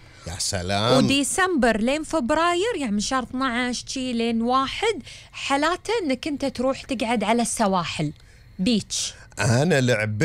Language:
Gulf Arabic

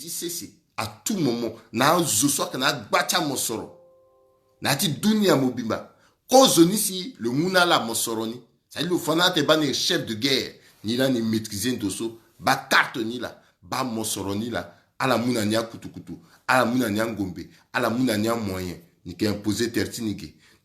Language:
Sango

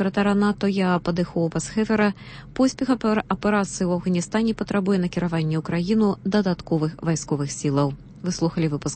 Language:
Belarusian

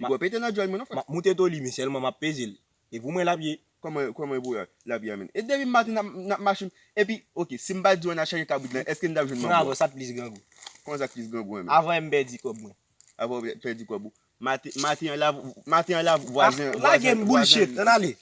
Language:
Haitian Creole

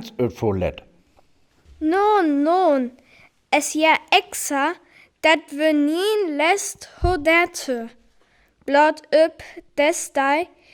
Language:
Northern Frisian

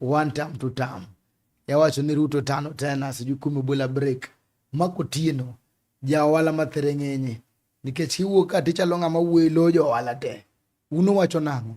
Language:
Luo (Kenya and Tanzania)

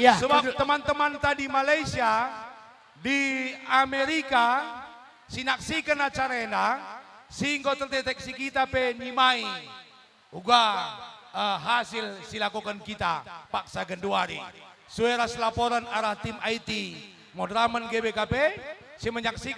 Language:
Batak Karo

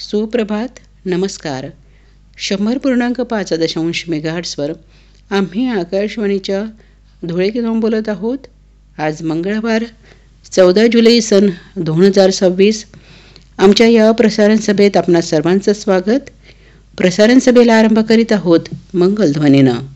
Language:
Marathi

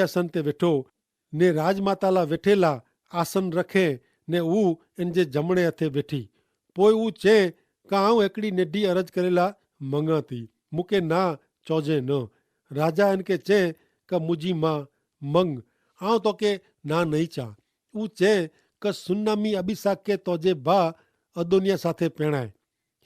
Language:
Kachhi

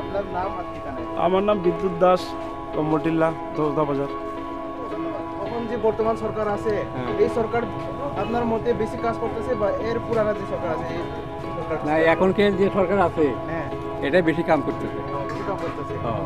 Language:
Riang (India)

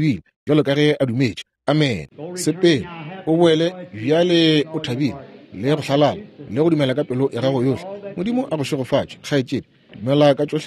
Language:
Northern Sotho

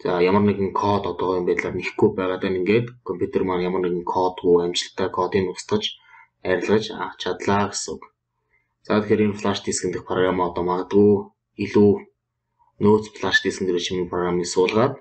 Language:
Mongolian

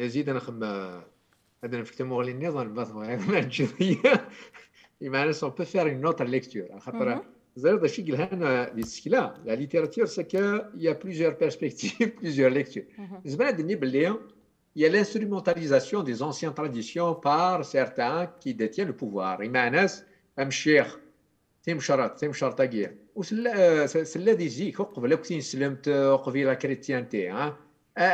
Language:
Kabyle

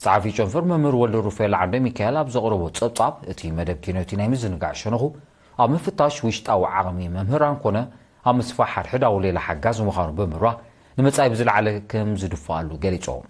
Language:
Tigrinya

